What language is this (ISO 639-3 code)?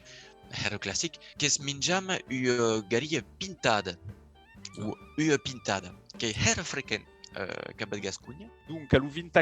oci